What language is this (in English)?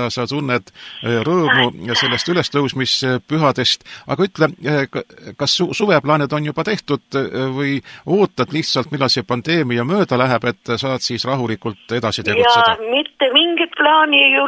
Estonian